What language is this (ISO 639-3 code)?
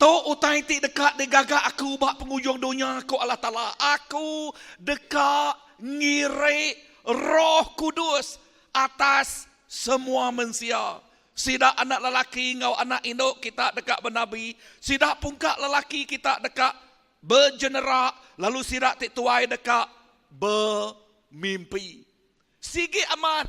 iba